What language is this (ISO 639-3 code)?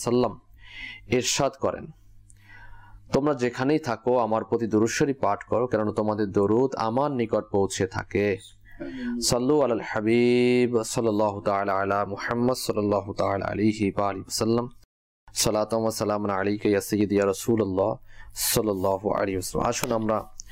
ben